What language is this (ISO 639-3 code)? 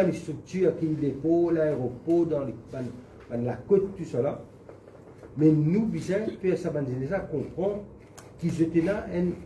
mfe